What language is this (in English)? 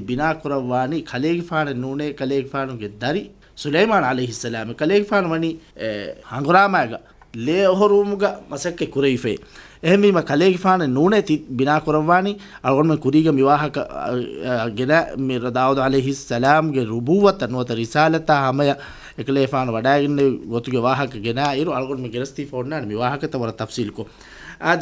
Divehi